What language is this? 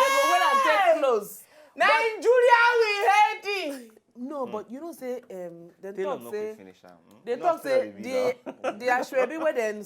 Nigerian Pidgin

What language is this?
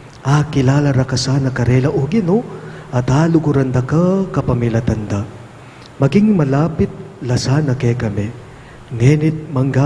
Pampanga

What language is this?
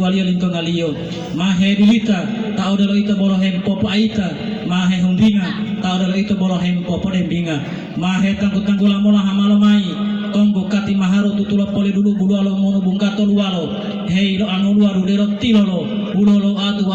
Gorontalo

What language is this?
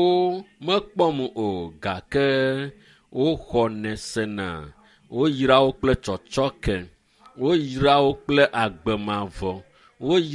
Ewe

